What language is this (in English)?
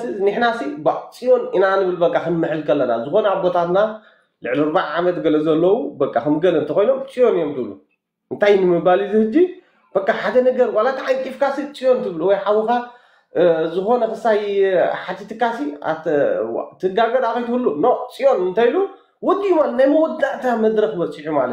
Tigrinya